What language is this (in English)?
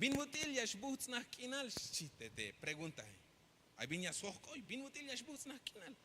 Tzeltal